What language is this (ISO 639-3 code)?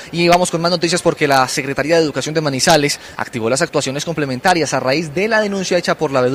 spa